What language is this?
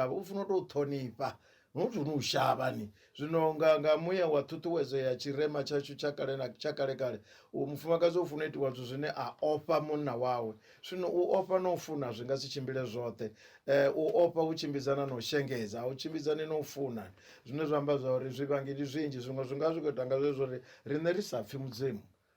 Venda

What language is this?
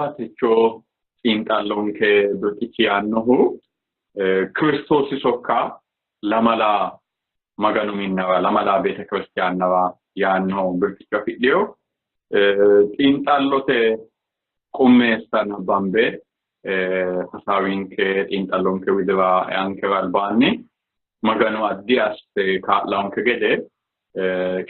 Sidamo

